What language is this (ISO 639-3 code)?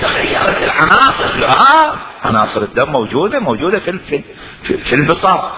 acm